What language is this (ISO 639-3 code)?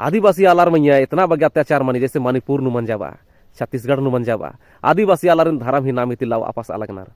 kru